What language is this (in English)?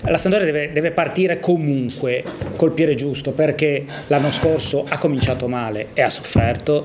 Italian